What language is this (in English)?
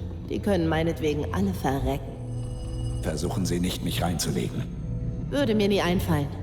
Bavarian